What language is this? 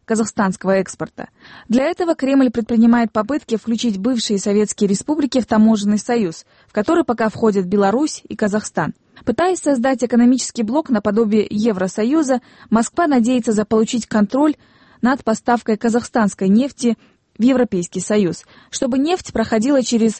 Russian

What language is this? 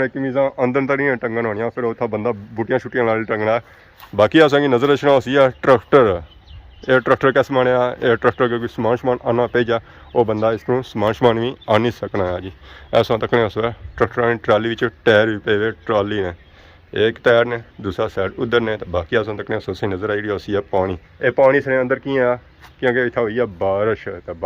Pahari-Potwari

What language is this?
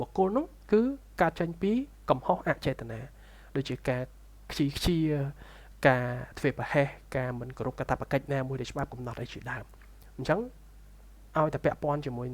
Khmer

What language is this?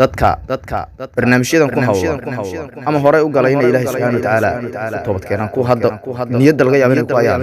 Somali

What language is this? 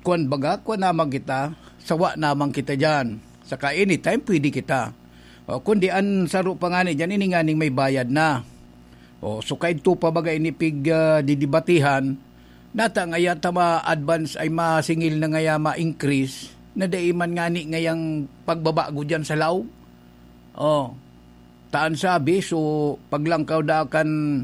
Bikol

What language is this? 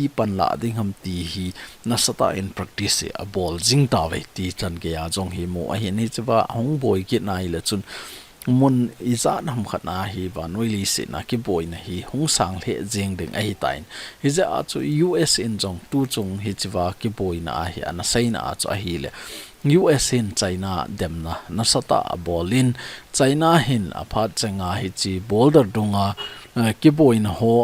Thado Chin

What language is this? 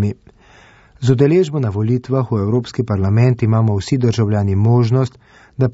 Slovenian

